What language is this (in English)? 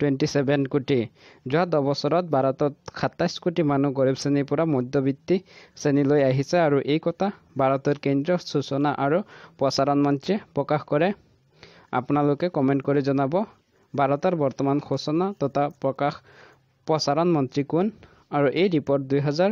Assamese